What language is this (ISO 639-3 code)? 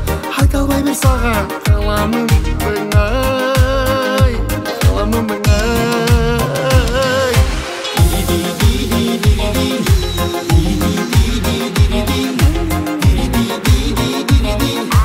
kaz